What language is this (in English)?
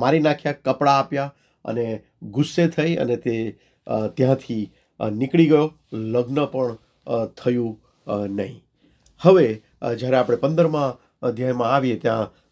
Gujarati